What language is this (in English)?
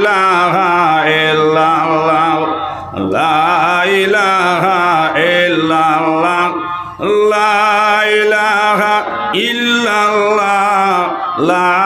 Sylheti